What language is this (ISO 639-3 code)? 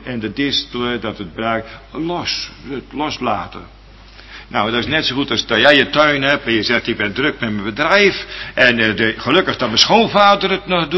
nld